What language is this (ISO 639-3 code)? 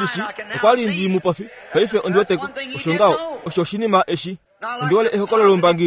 kua